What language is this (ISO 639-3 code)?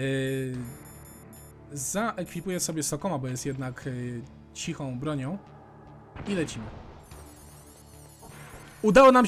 pol